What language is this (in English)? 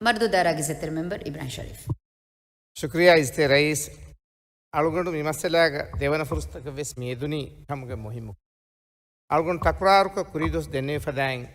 Divehi